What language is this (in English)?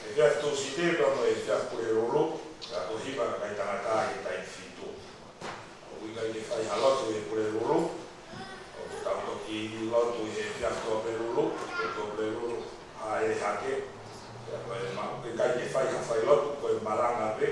Tongan